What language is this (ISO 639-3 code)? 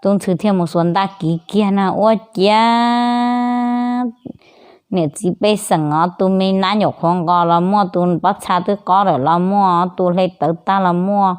hmn